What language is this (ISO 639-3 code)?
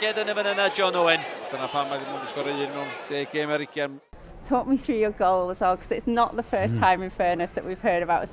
cym